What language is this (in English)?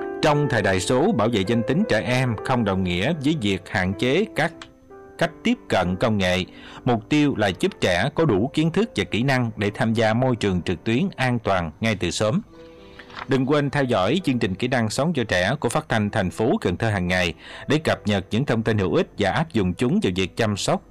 Vietnamese